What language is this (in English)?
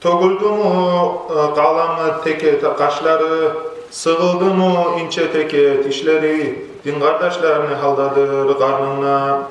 Kumyk